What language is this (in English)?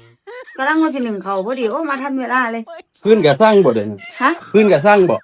Lao